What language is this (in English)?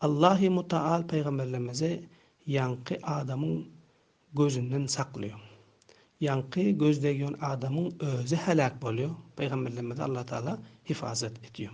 Turkmen